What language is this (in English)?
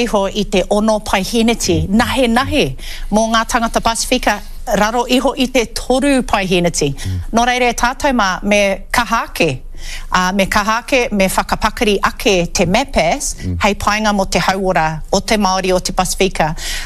Māori